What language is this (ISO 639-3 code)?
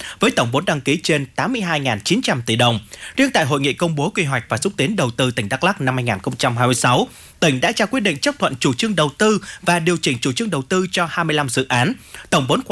vie